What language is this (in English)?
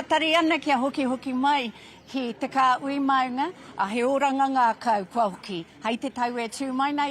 Māori